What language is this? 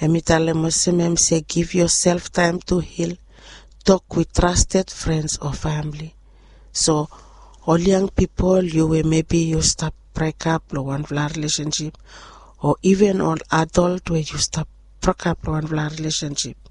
Bislama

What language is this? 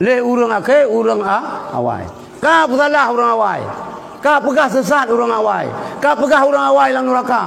Achinese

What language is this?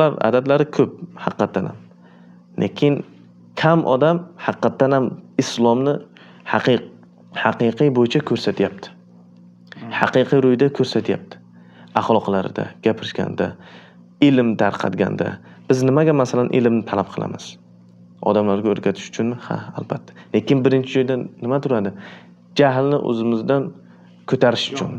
Uzbek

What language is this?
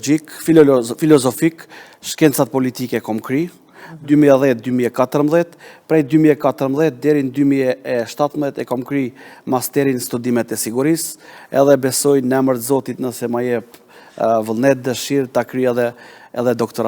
Albanian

